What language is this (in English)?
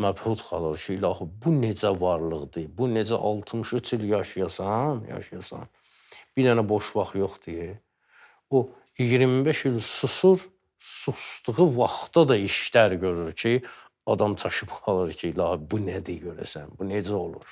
Azerbaijani